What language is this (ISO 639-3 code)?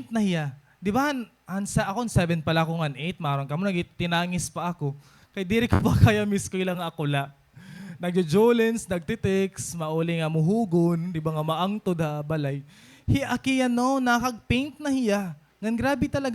war